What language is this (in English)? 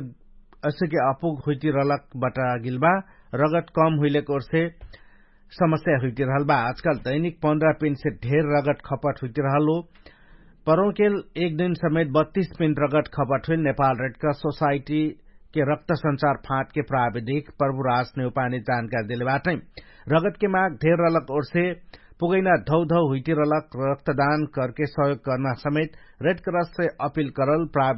Dangaura Tharu